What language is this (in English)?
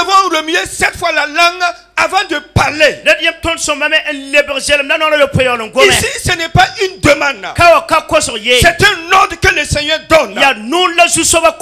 French